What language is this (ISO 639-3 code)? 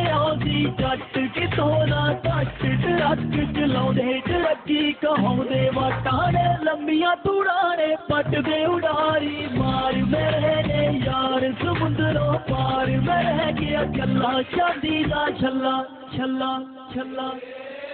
pan